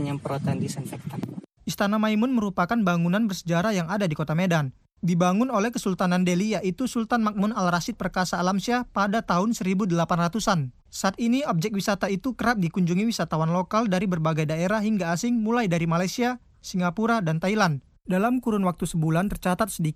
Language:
Indonesian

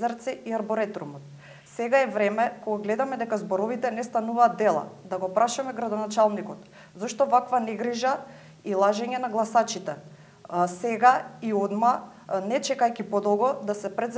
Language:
Macedonian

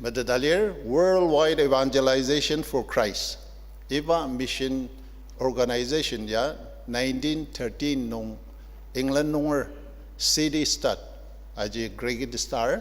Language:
Ao Naga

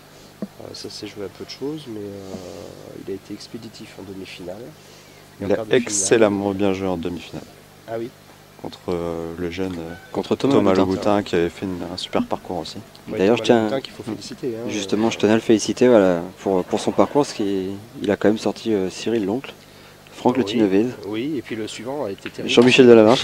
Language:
French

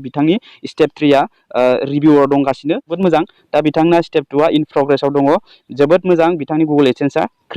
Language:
Bodo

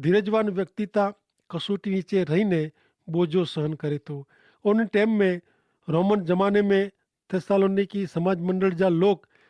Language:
Kachhi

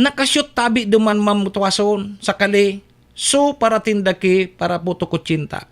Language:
Bikol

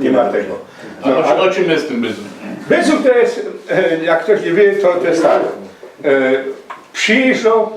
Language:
Silesian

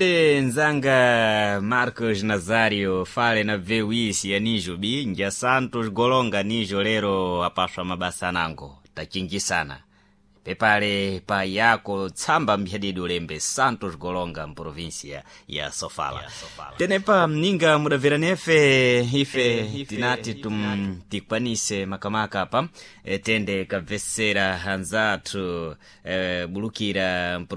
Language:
Sena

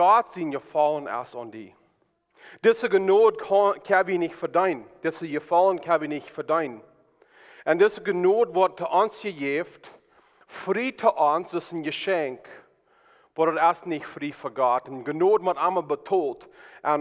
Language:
Plautdietsch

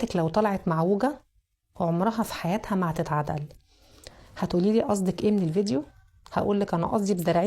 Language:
Egyptian Arabic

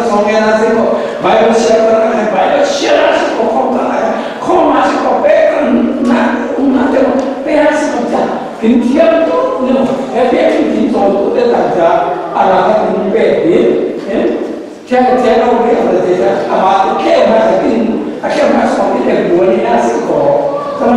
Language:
Falam Chin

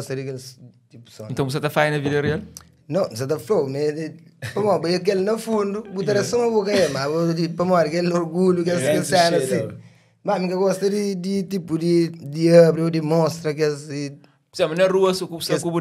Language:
Kabuverdianu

